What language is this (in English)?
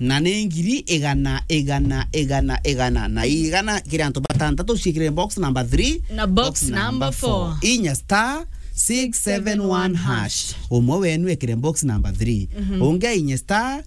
Meru